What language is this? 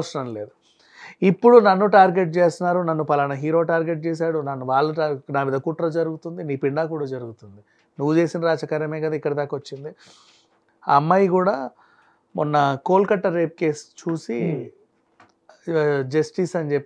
Telugu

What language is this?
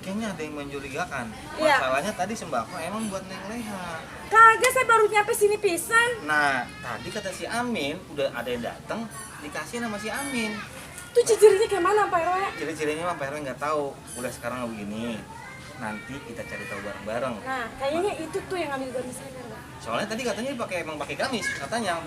Betawi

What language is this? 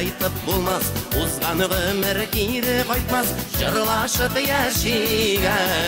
Bashkir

